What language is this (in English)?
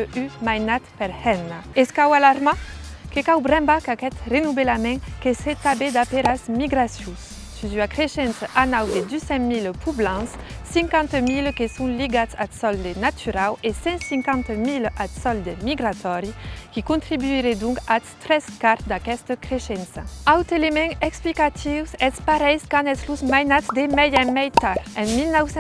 Occitan